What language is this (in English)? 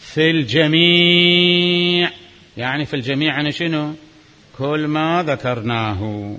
Mesopotamian Arabic